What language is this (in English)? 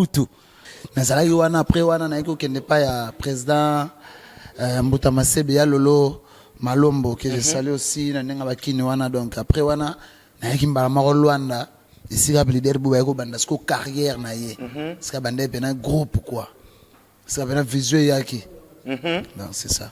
Lingala